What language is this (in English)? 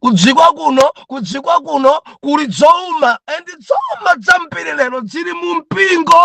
Nyanja